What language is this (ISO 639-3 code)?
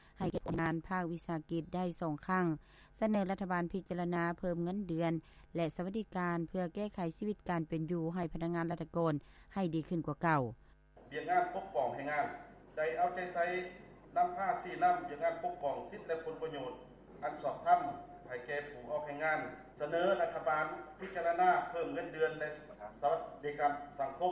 lao